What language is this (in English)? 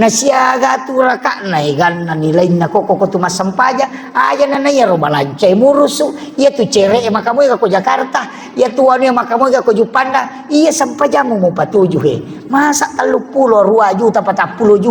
Buginese